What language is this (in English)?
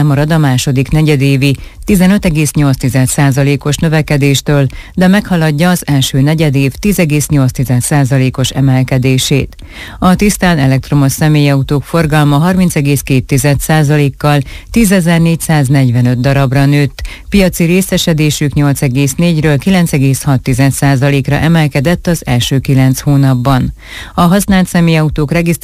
Hungarian